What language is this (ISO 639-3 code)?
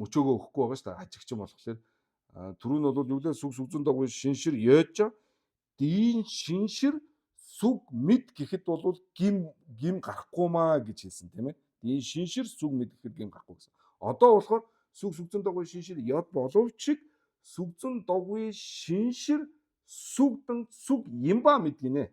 mon